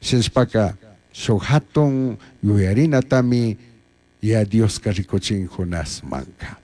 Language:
Chimborazo Highland Quichua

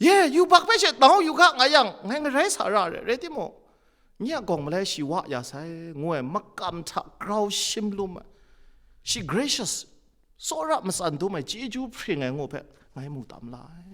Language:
Kachin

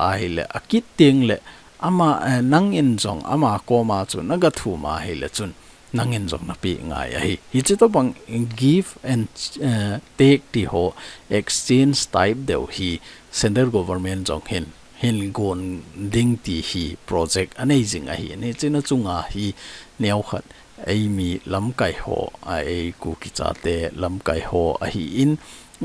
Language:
Thado Chin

